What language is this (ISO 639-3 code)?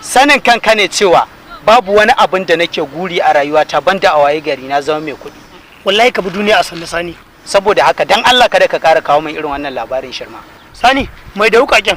hau